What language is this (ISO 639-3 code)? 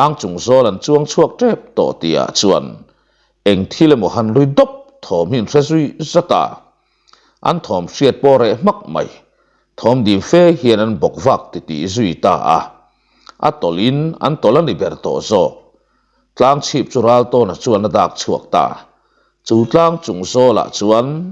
lus